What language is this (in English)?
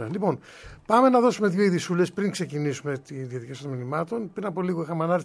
Greek